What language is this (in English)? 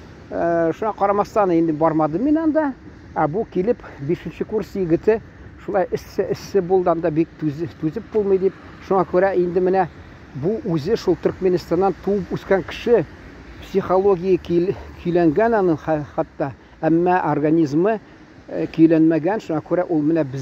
Tatar